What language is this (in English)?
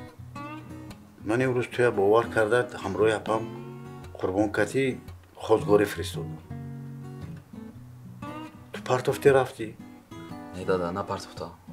Persian